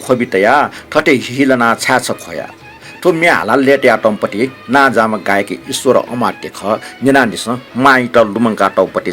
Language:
Newari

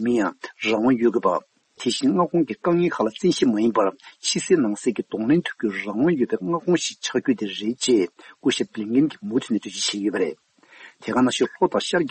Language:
Tibetan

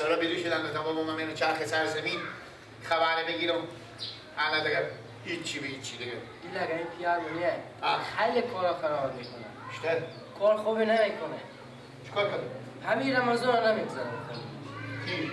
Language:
Persian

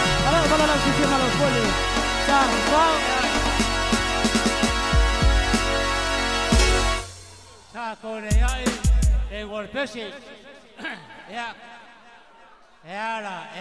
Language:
English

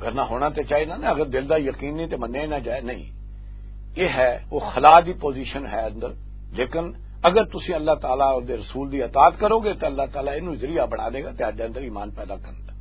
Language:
Western Panjabi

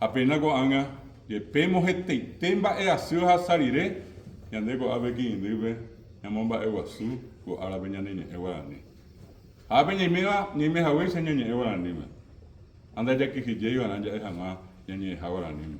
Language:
Guarani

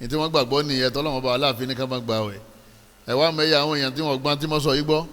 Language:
Yoruba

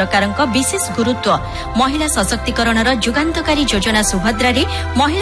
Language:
Odia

